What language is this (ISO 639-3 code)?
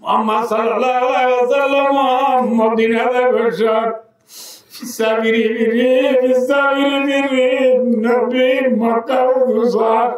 rhg